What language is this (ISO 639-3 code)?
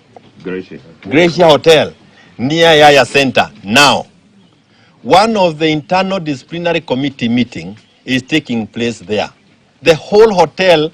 guz